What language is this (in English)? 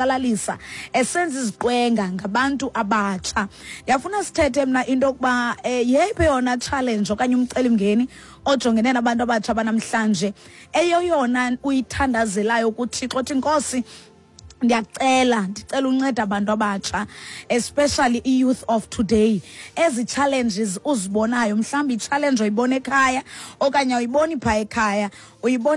Xhosa